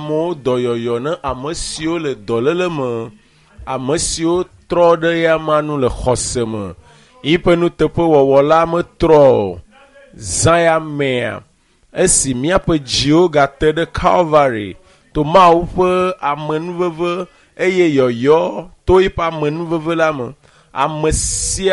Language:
Ewe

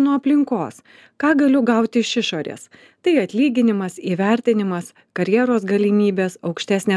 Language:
Lithuanian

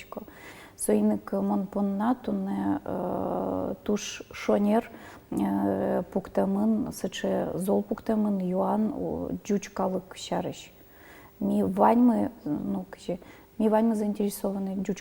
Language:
Udmurt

